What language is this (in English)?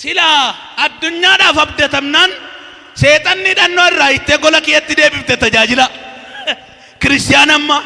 Oromo